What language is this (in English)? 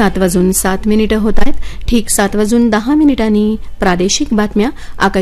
Marathi